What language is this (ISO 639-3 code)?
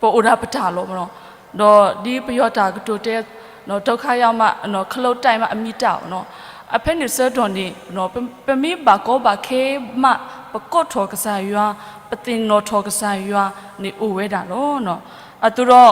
ksw